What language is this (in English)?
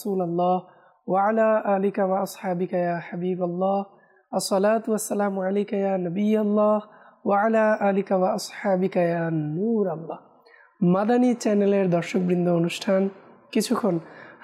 Bangla